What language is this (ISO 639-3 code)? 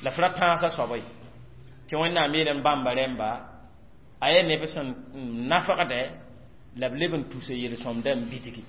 mos